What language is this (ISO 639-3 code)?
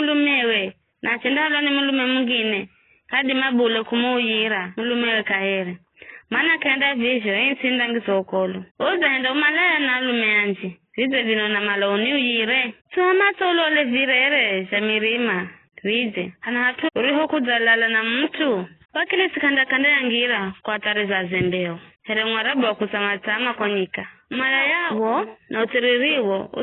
nyf